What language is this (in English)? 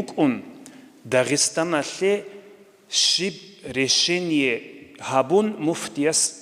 Avaric